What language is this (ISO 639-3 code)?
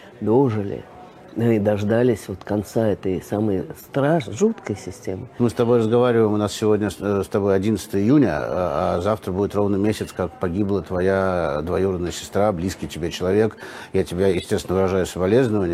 rus